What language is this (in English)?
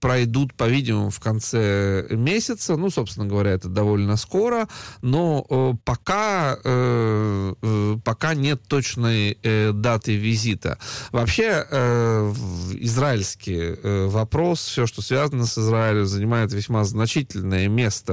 Russian